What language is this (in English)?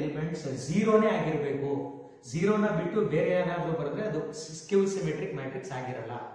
Kannada